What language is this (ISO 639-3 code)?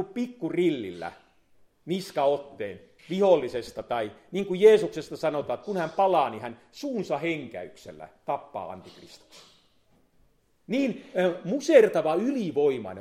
fin